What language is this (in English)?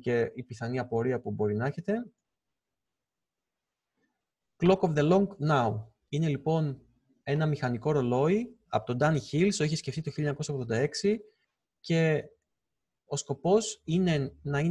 Greek